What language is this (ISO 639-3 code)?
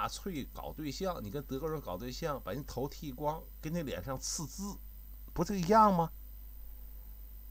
zho